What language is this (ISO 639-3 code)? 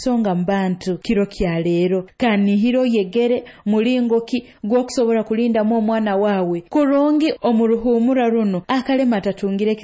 nyo